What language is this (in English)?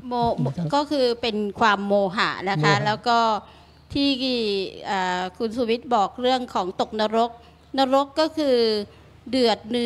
Thai